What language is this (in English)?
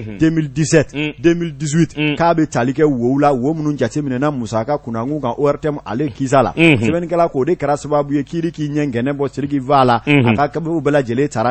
Bambara